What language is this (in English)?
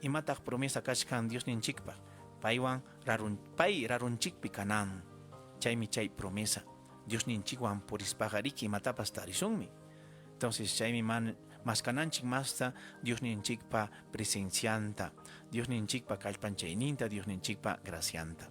Ayacucho Quechua